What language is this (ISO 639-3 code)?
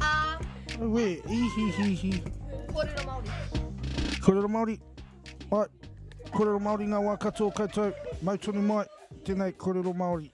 mri